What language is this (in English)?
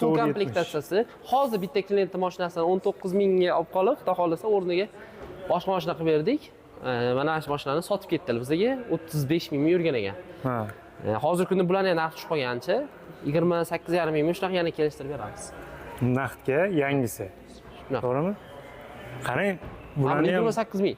Uzbek